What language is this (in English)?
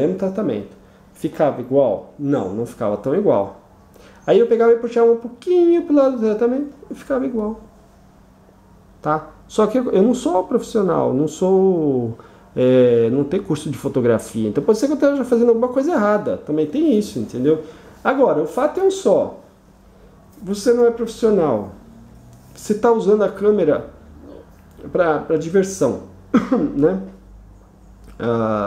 Portuguese